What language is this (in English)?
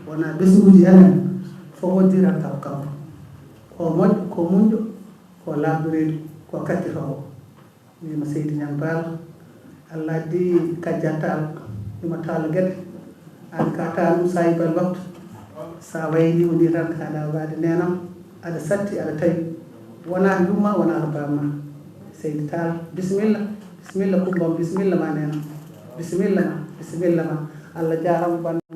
Fula